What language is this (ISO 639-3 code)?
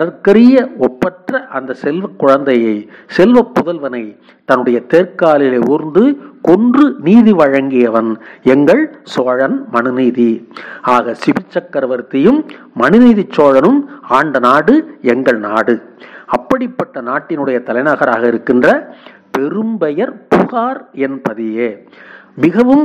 tam